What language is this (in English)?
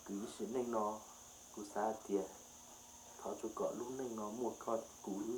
Hmong